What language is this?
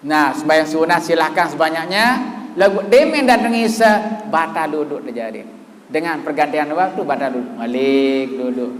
Sasak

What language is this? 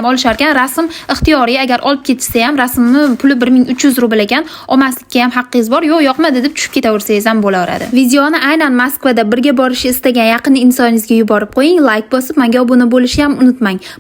Uzbek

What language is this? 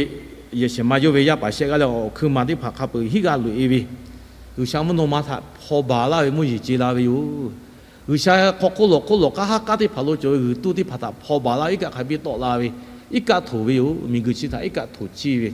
Lahu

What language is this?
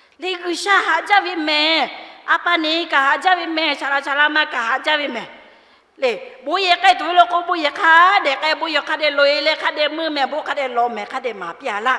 Lahu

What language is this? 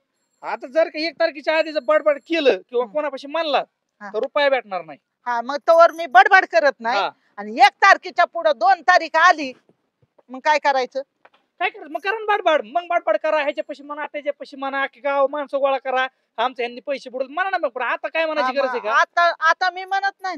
Marathi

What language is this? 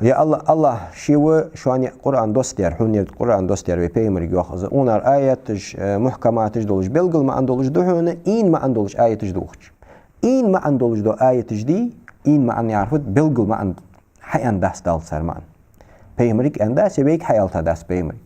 Ingush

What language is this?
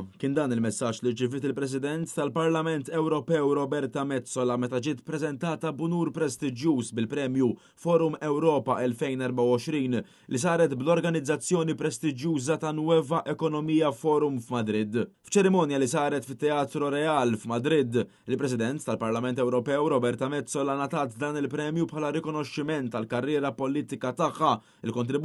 Maltese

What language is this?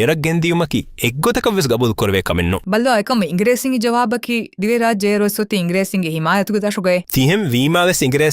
Divehi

